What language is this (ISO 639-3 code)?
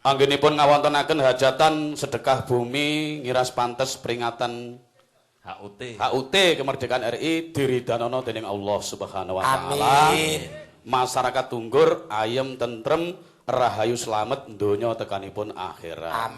jav